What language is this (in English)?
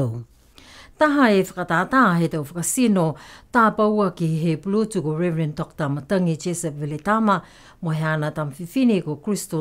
Niuean